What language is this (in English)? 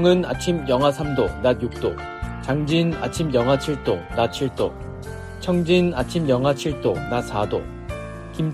Korean